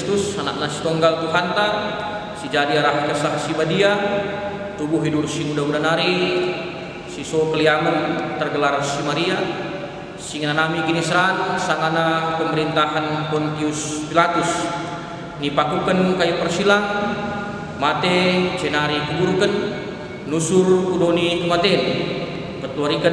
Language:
Batak Karo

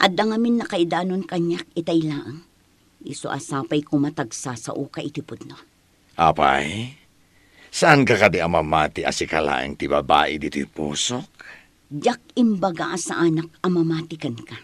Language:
Iloko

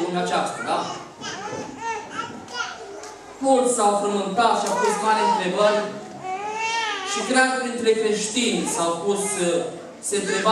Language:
Romanian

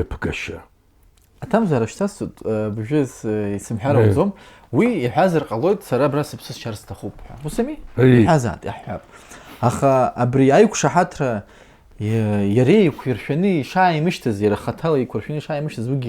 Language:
Abkhazian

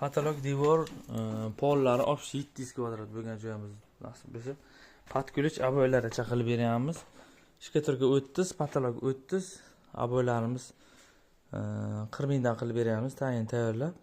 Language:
Uzbek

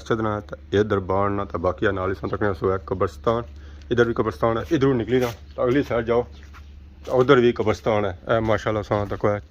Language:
Pahari-Potwari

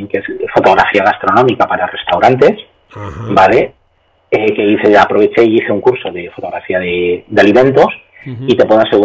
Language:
Spanish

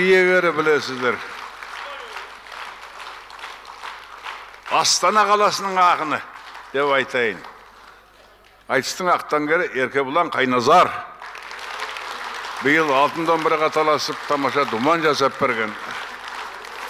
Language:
Kazakh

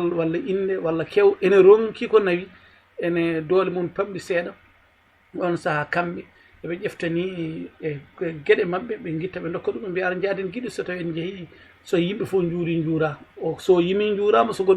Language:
Fula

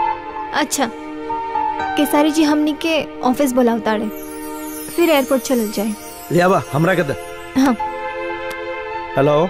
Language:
Bhojpuri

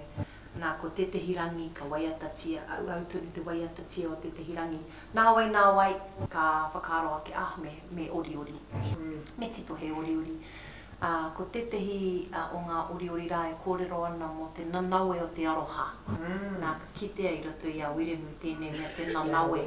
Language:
Māori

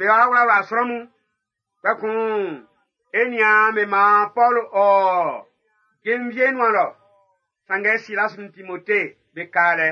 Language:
Baoulé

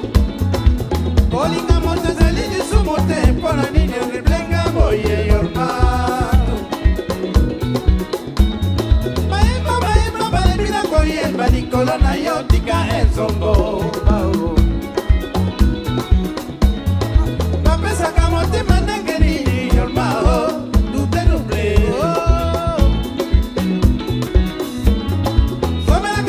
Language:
Lingala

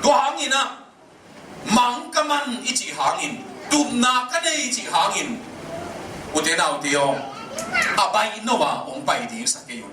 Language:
Tedim Chin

